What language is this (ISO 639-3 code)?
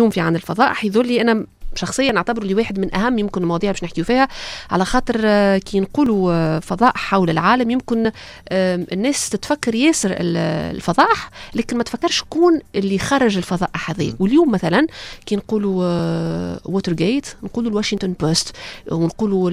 aeb